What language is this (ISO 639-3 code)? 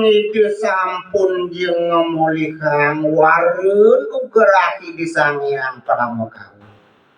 ban